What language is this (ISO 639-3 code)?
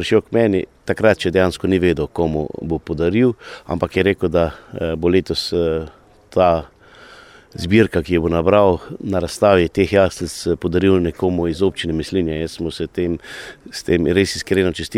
slv